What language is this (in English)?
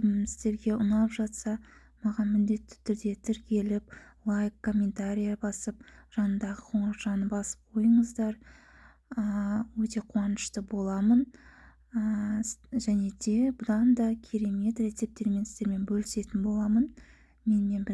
Kazakh